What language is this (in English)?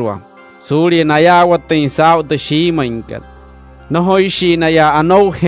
Wayuu